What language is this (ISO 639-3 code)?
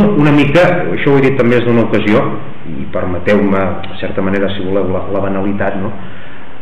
cat